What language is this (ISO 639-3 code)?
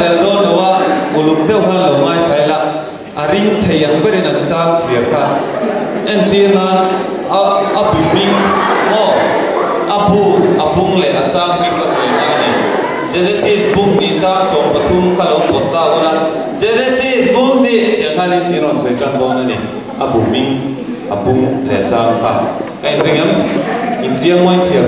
lus